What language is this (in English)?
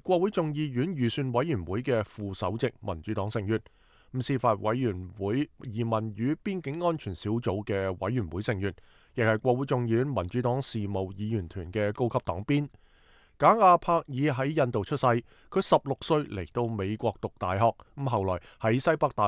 Cantonese